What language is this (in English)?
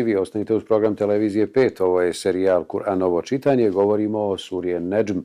Bosnian